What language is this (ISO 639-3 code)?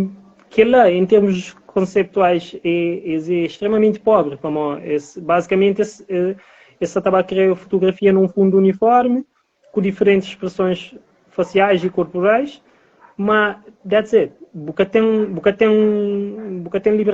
kea